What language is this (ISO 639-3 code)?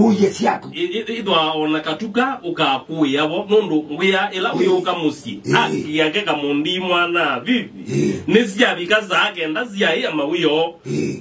kam